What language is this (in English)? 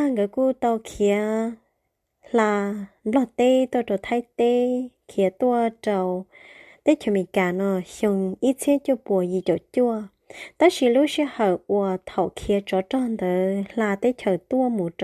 Hmong